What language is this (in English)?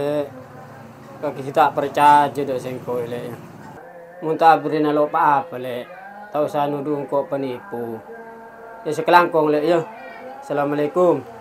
Madurese